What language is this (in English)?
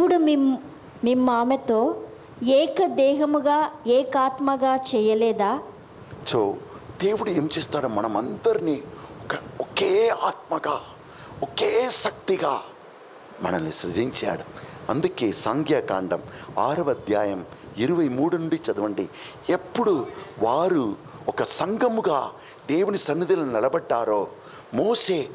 Telugu